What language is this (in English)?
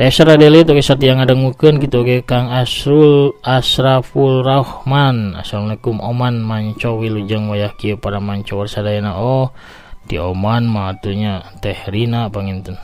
Sundanese